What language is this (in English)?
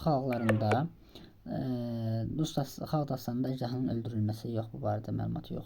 Azerbaijani